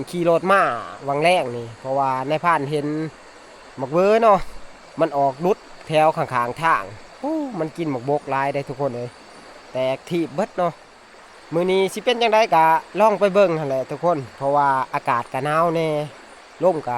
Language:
Northeastern Thai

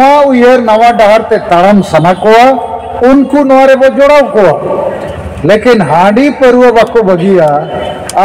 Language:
Santali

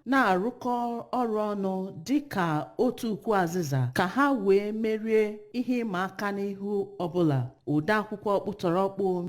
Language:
Igbo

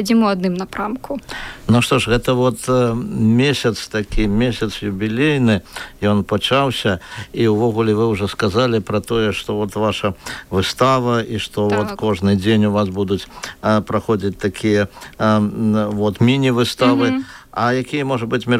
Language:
Belarusian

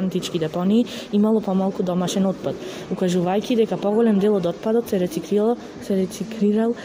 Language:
Macedonian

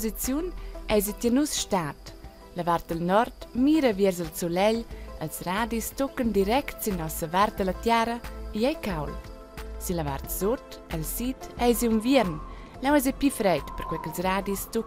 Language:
Romansh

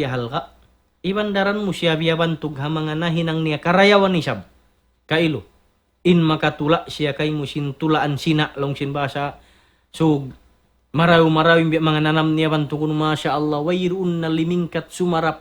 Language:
Tausug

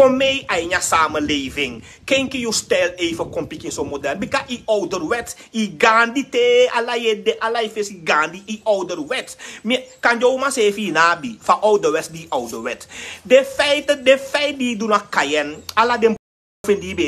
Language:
Sranan Tongo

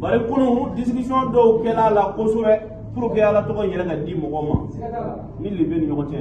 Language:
Bambara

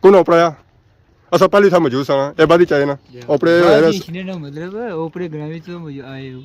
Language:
Pahari-Potwari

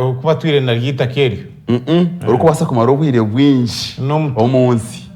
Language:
Nyankole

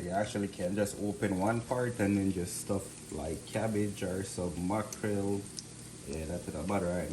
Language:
Jamaican Creole English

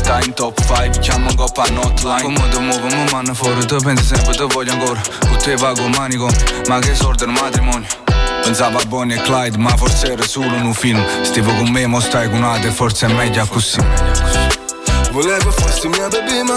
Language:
Italian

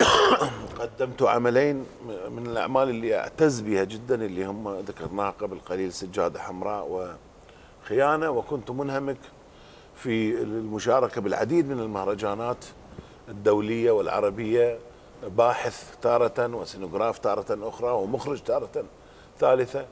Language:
Mesopotamian Arabic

